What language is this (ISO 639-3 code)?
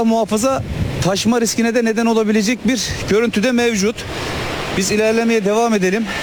tur